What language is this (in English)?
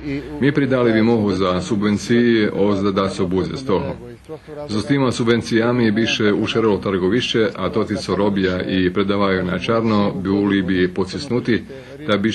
Rusyn